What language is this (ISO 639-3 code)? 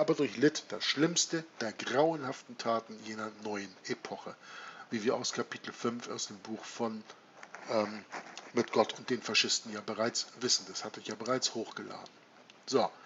deu